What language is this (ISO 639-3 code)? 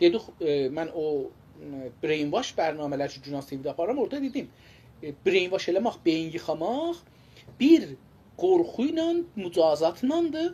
azb